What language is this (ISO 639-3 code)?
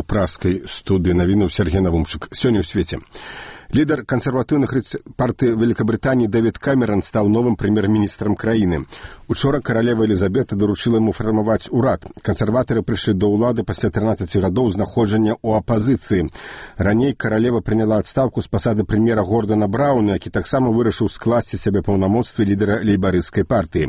bel